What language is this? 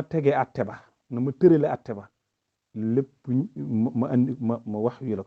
Wolof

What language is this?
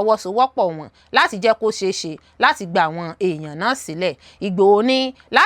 Yoruba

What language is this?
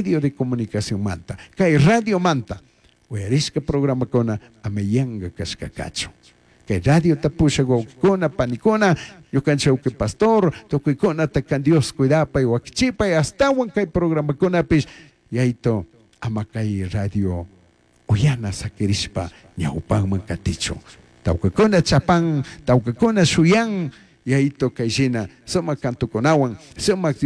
Chimborazo Highland Quichua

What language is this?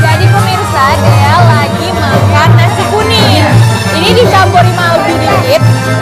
Musi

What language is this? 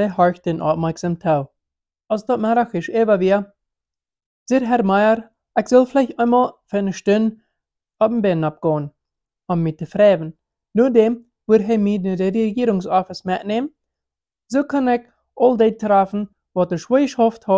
Plautdietsch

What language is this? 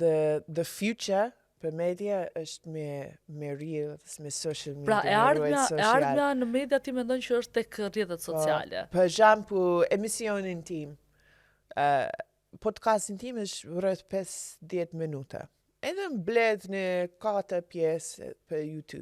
Albanian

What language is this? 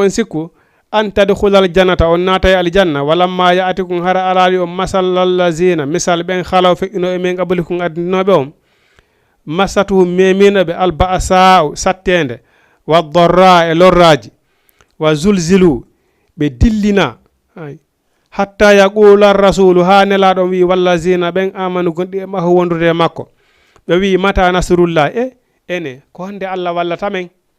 Fula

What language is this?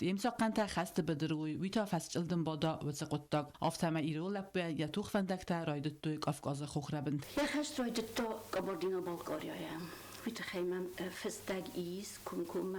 Ossetic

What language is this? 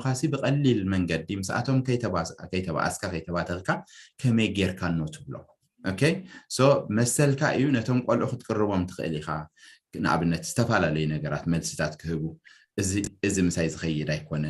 Tigrinya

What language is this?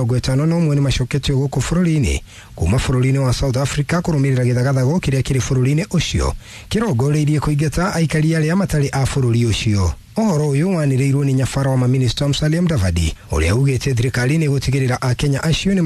Kikuyu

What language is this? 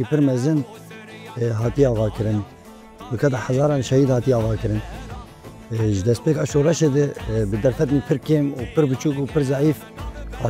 Kurdish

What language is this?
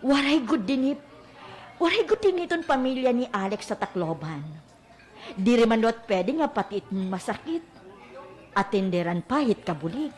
Waray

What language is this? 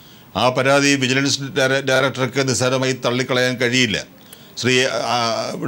Malayalam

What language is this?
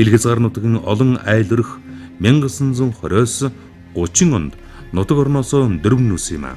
Mongolian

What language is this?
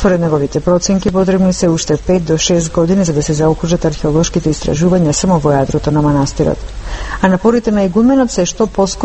Macedonian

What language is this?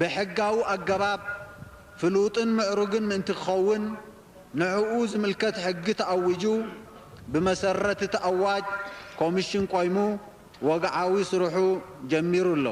Tigrinya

